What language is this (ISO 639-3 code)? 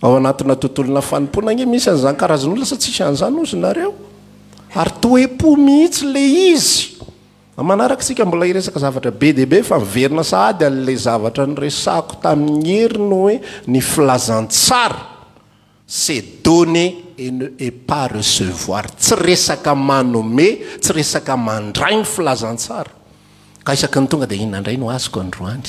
mlg